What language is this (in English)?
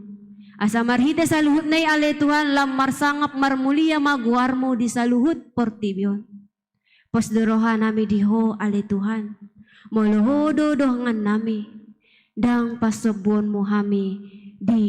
Batak Toba